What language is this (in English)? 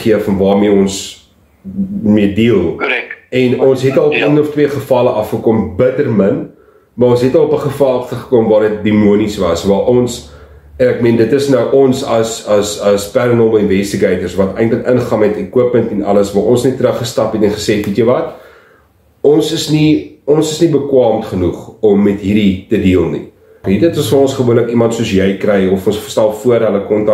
Afrikaans